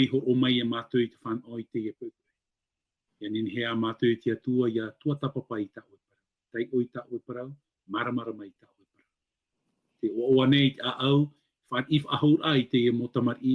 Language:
Tahitian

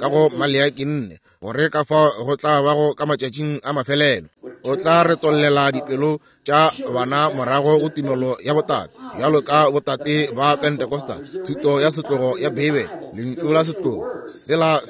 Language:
Northern Sotho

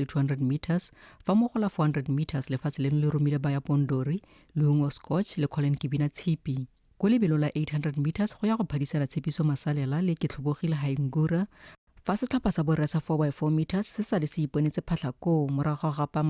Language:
Tswana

